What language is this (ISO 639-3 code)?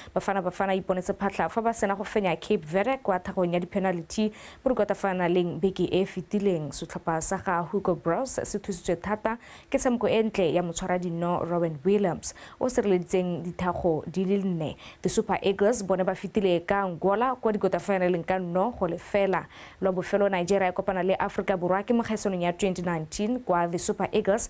tsn